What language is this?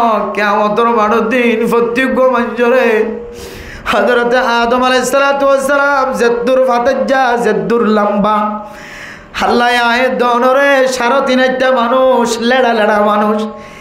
Rohingya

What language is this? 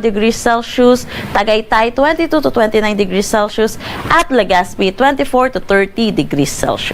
Bikol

